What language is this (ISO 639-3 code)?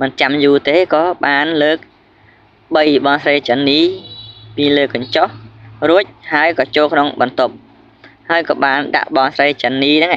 khm